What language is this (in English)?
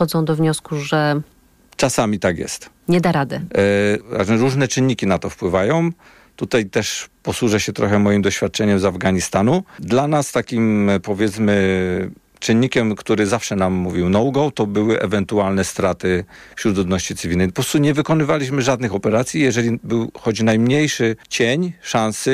Polish